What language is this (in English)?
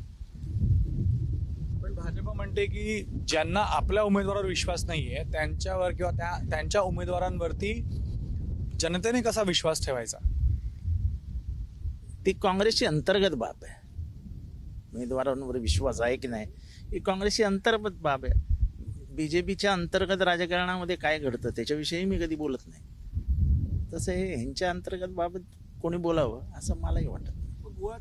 Marathi